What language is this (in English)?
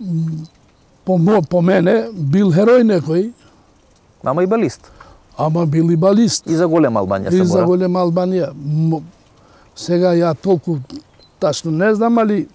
Macedonian